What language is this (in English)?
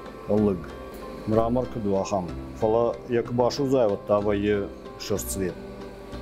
Ossetic